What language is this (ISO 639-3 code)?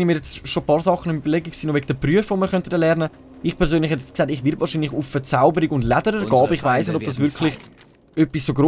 gsw